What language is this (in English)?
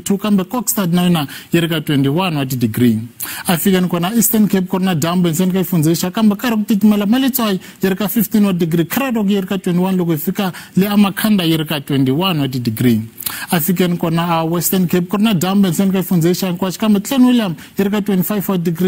Tsonga